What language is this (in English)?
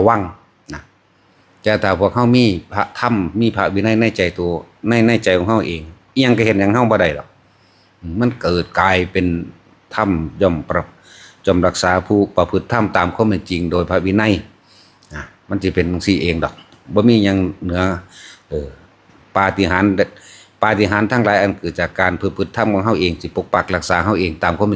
Northeastern Thai